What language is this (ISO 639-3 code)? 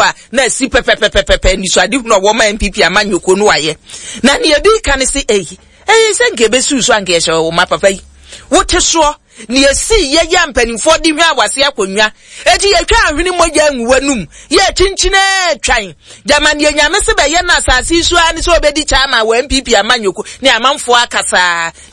aka